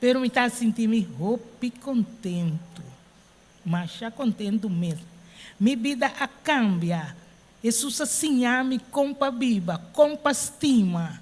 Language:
Papiamento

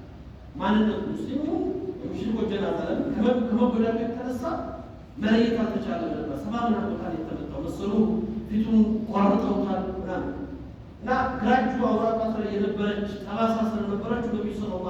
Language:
Amharic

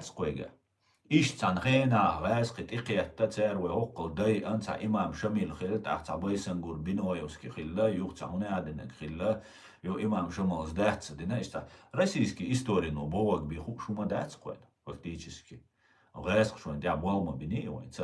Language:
Chechen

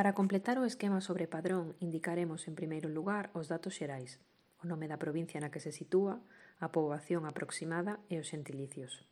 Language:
Galician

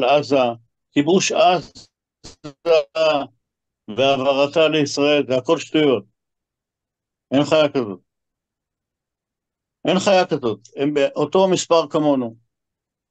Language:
Hebrew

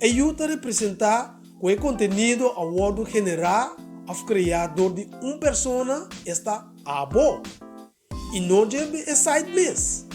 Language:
Papiamento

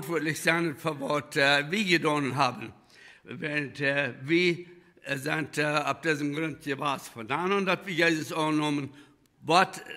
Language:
Plautdietsch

